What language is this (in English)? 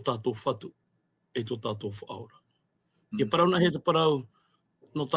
Tahitian